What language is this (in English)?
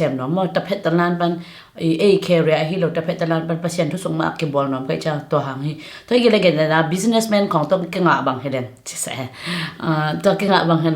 Tedim Chin